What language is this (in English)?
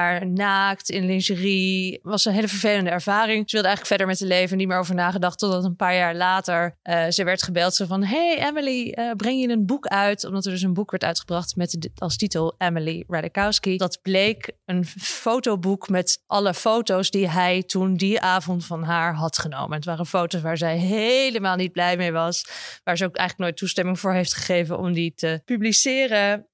Dutch